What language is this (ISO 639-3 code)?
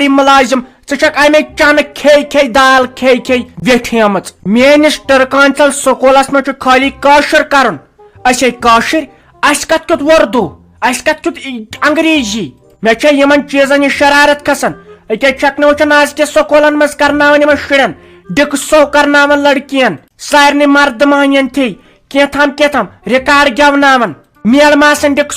kas